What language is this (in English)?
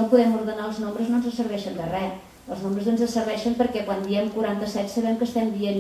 Catalan